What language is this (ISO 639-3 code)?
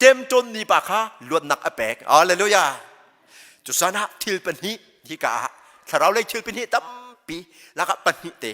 cnh